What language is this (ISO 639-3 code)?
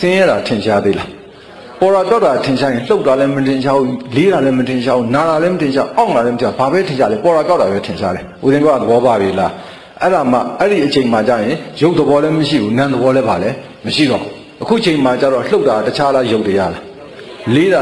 mya